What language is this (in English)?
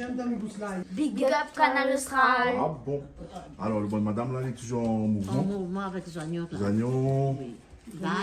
Réunion Creole French